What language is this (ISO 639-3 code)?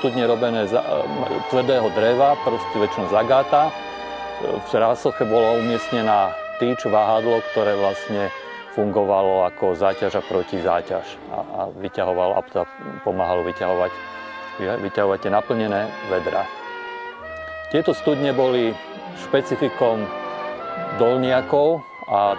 slk